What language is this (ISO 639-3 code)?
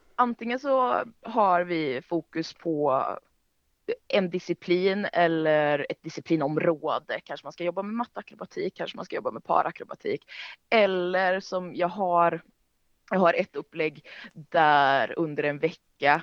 swe